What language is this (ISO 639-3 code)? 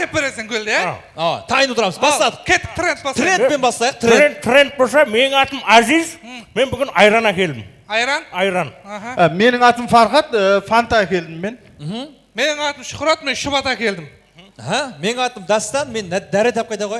kaa